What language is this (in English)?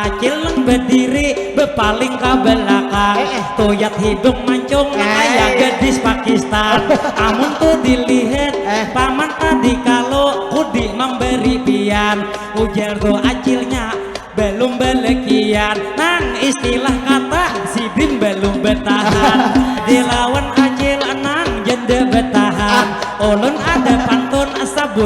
Banjar